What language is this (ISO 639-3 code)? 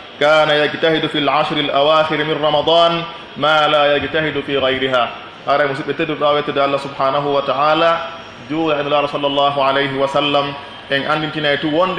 fuf